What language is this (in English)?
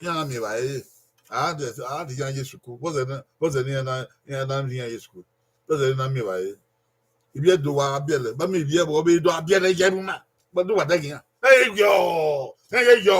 Bini